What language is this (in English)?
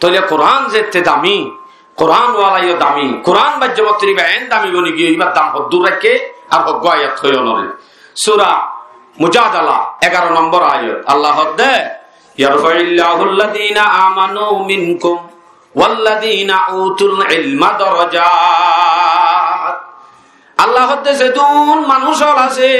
Rohingya